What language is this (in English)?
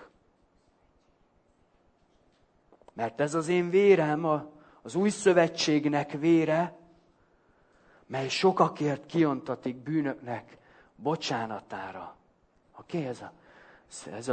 Hungarian